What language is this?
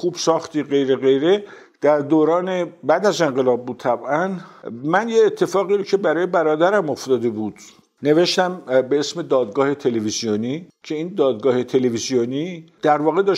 Persian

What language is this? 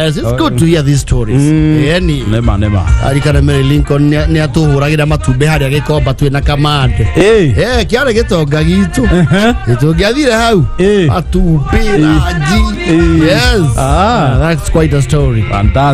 Kikuyu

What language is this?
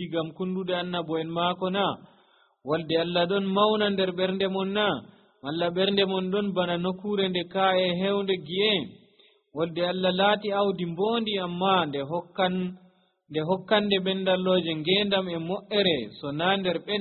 Nigerian Fulfulde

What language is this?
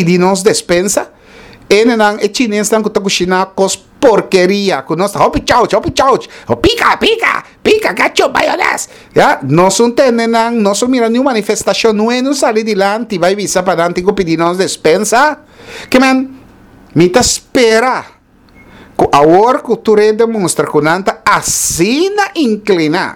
Papiamento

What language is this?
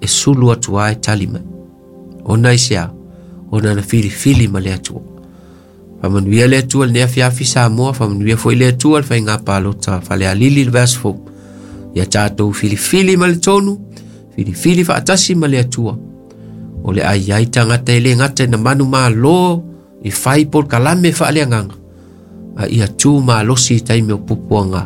Samoan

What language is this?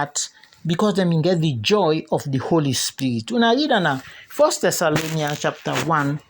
Krio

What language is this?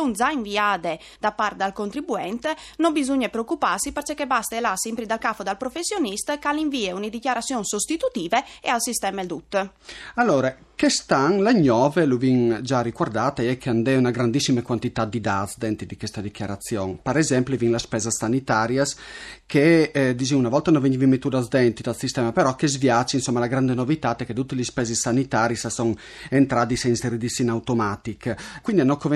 Friulian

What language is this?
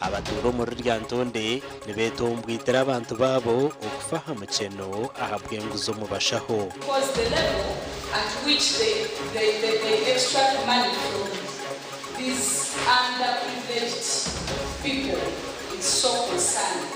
Nyankole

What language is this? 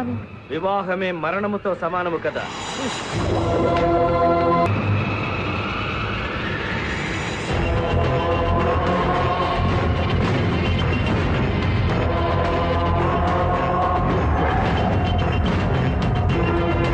Telugu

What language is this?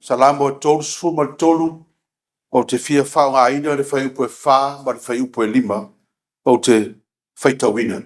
Samoan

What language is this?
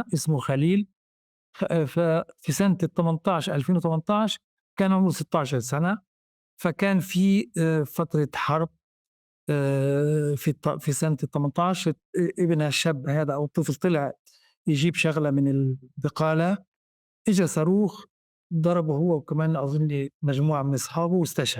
North Levantine Arabic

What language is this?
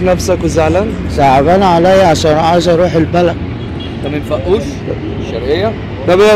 Egyptian Arabic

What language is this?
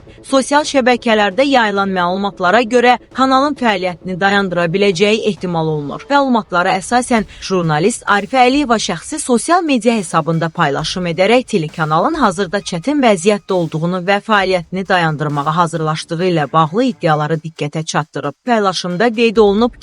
Azerbaijani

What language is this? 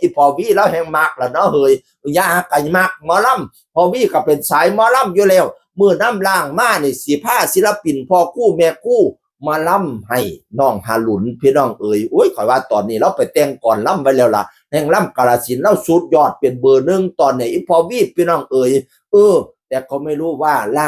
Northeastern Thai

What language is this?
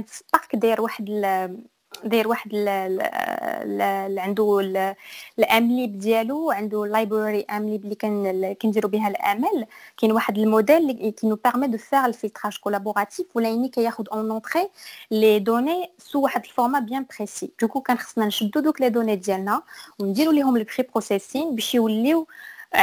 Moroccan Arabic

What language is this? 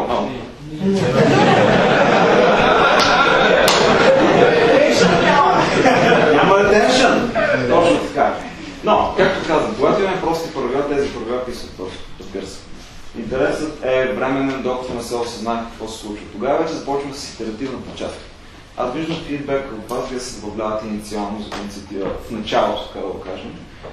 Bulgarian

